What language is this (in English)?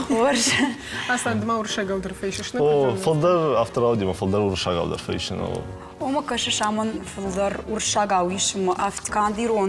Ossetic